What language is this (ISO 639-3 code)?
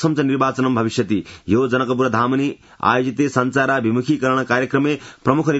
san